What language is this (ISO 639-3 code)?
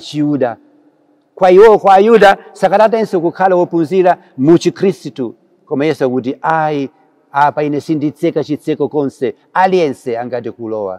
nya